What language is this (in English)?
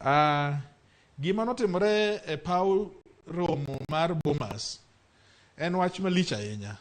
Luo (Kenya and Tanzania)